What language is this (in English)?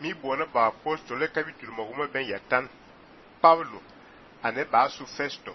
Fang